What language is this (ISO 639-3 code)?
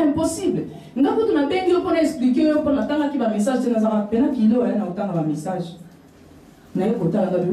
lin